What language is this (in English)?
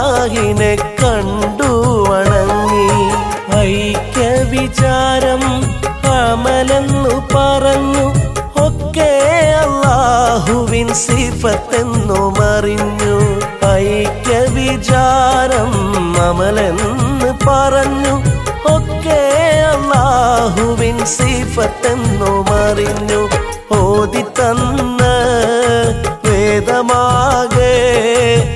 Malayalam